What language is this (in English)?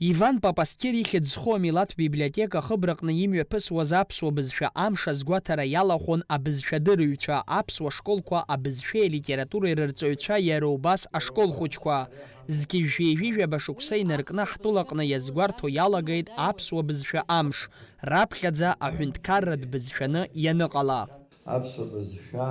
Abkhazian